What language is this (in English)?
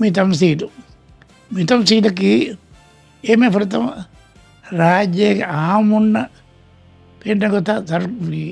Divehi